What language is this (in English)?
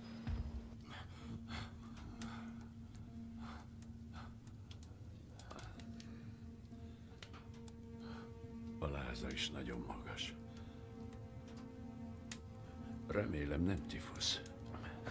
Hungarian